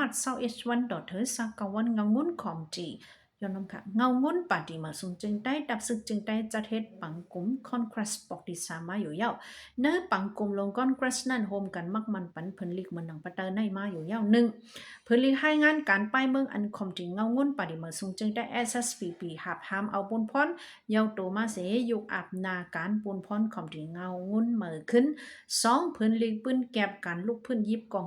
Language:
Shan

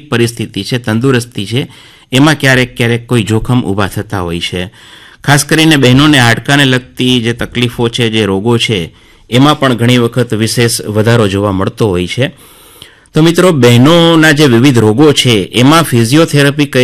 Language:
Gujarati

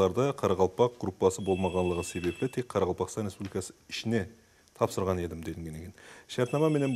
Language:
Kara-Kalpak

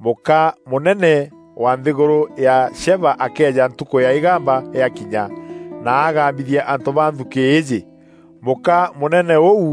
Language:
Meru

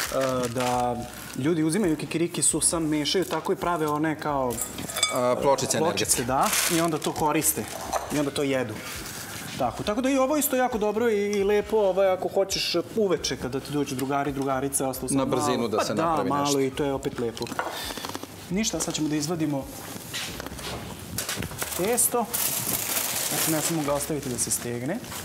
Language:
Serbian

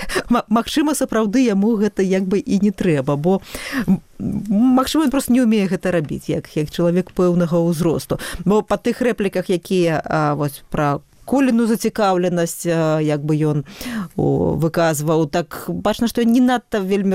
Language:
Belarusian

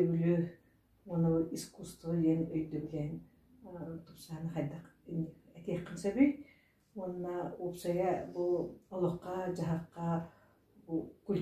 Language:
Yakut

